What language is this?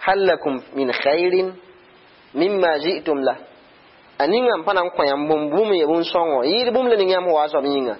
Mossi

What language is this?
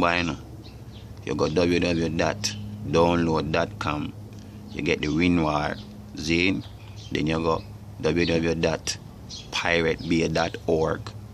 Jamaican Creole English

